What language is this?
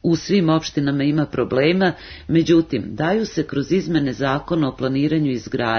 Serbian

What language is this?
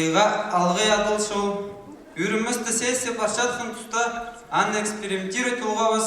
Khakas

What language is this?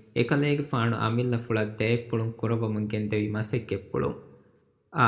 Divehi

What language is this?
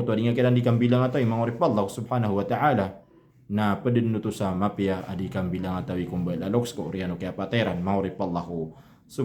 Maranao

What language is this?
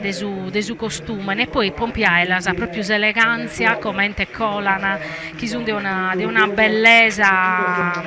Sardinian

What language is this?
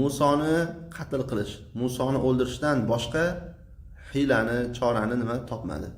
Uzbek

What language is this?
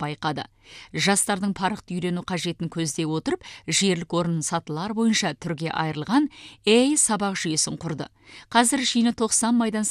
Kazakh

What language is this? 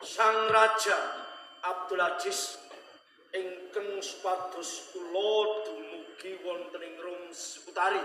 Javanese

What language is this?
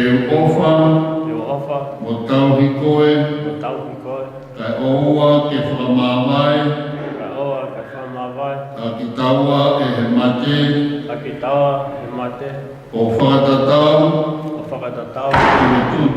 Tongan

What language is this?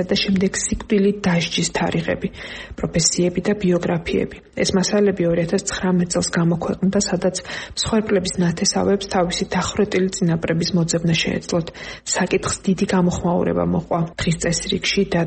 Georgian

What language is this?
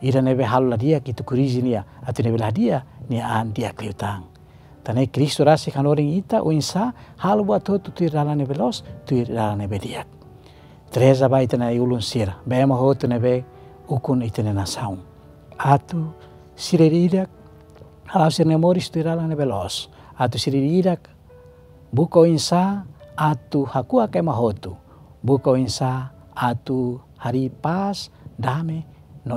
Tetum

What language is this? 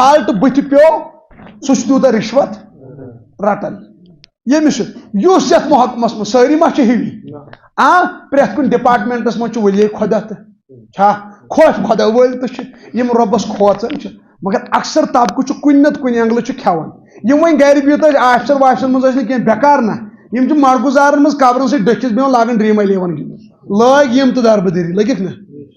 Kashmiri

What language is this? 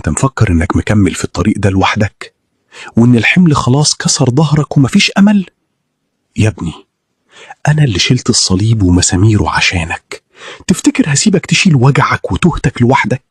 Egyptian Arabic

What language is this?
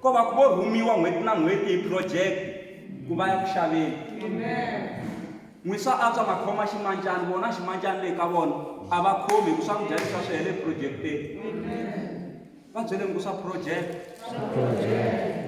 Tsonga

